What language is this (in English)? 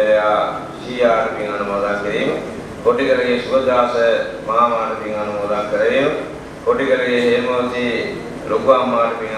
Sinhala